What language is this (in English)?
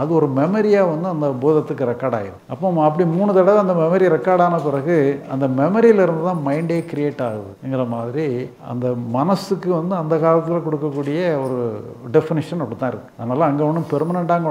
Tamil